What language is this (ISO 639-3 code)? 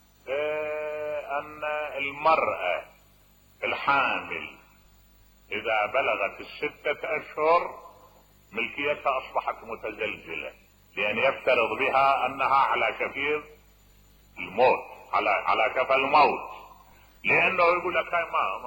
acm